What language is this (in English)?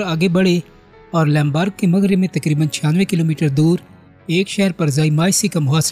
Urdu